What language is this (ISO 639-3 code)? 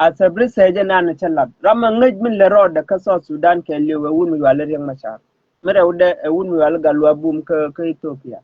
nus